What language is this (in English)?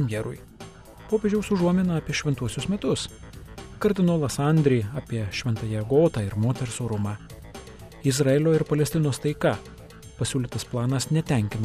Lithuanian